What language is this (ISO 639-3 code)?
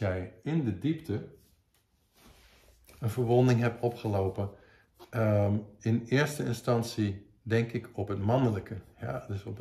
nld